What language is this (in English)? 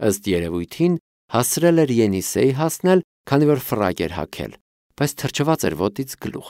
Armenian